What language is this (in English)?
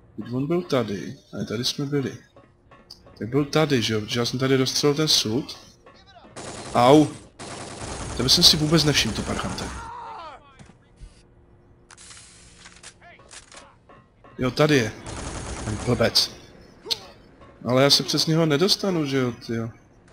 Czech